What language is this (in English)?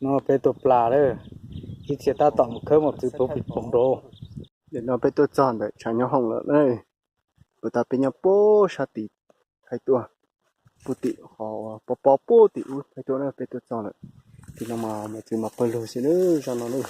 Hmong